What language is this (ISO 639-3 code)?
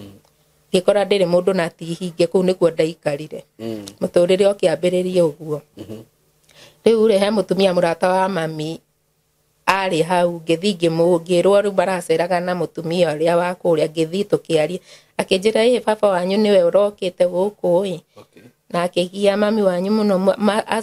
kik